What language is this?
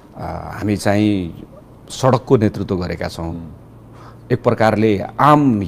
Nepali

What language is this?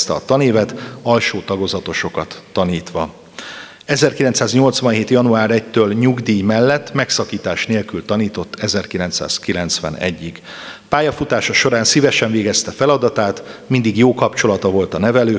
Hungarian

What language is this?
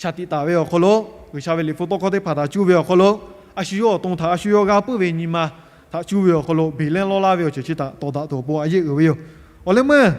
Lahu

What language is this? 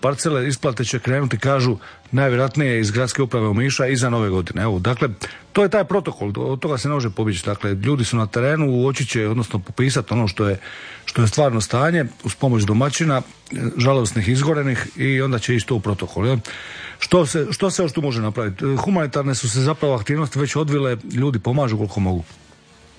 Croatian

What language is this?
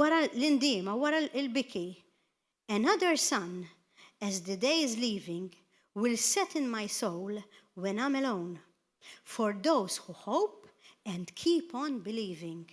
Maltese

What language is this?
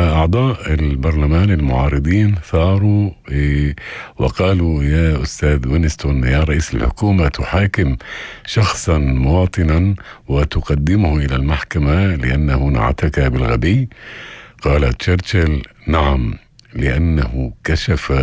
North Levantine Arabic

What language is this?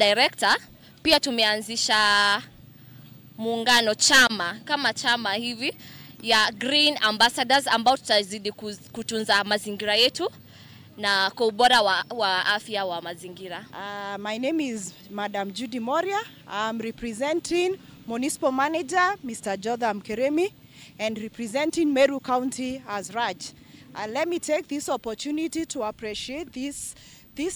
Meru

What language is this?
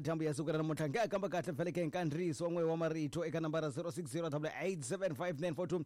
Tsonga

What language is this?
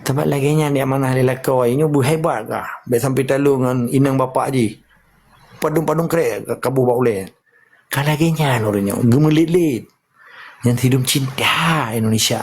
Achinese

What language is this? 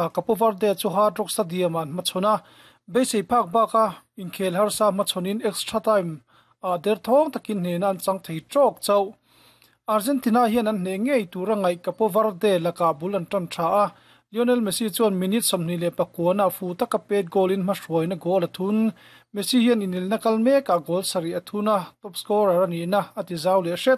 Mizo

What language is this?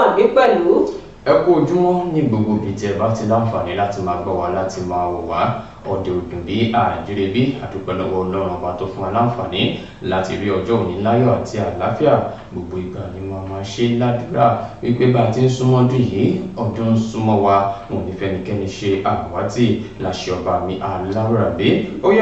Yoruba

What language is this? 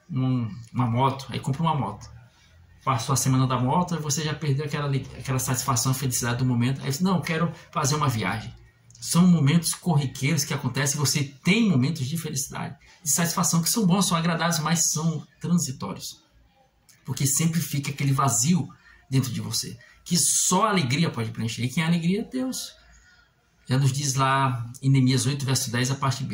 Portuguese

